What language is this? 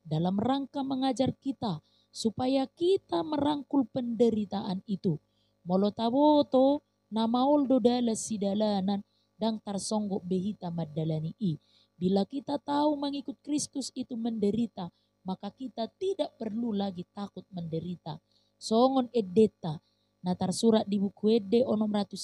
Batak Toba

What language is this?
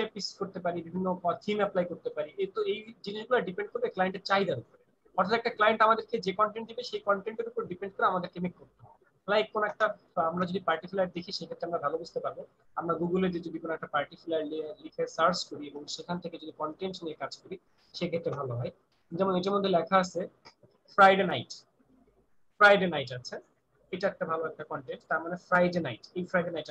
Bangla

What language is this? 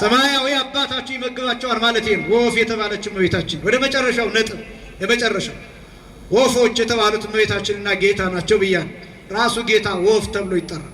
Amharic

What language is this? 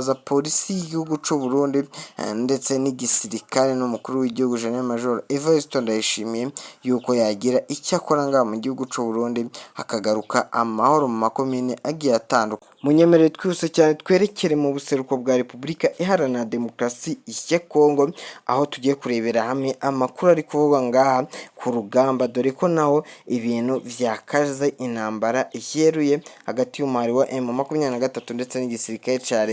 Rundi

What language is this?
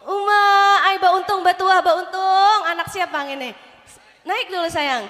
Banjar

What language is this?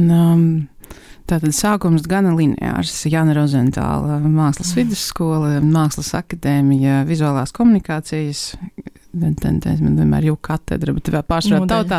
Latvian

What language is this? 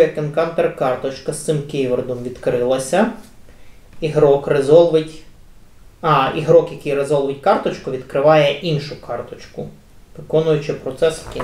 Ukrainian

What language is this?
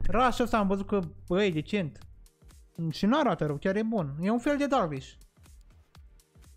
Romanian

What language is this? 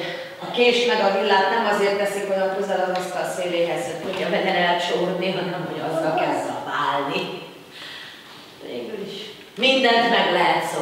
Hungarian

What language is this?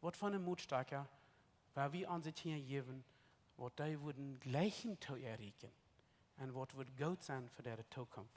Plautdietsch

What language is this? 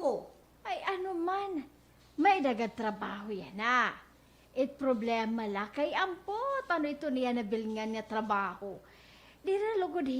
Waray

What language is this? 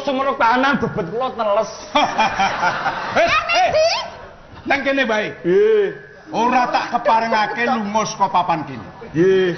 Javanese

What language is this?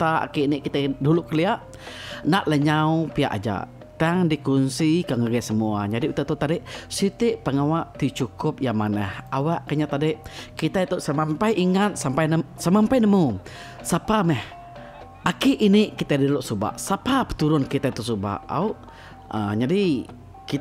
Iban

